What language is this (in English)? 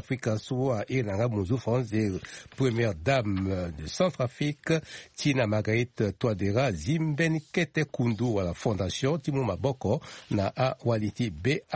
Sango